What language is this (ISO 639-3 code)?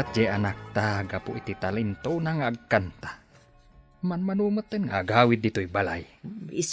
ilo